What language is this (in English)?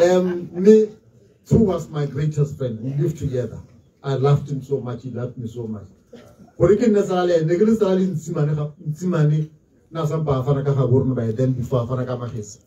Tswana